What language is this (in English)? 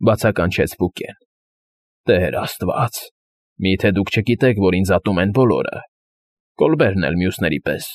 Armenian